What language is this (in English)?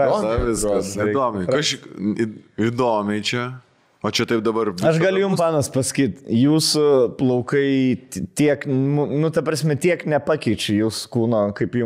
Lithuanian